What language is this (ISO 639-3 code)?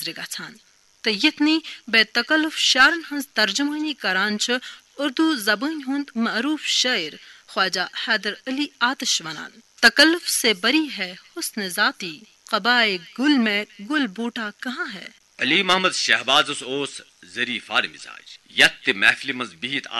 kas